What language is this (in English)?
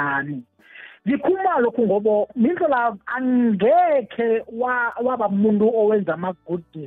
South Ndebele